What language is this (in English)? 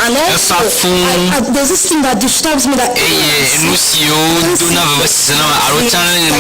Ewe